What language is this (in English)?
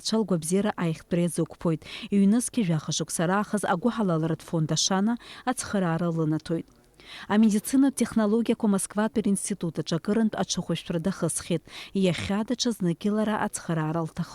Abkhazian